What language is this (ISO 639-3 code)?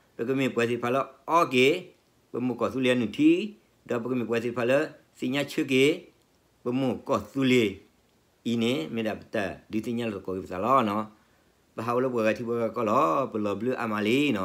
ksw